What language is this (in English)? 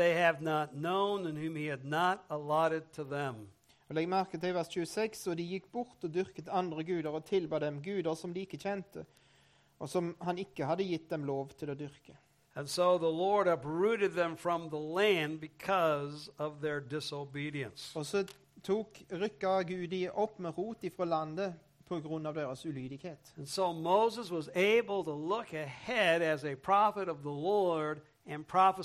Norwegian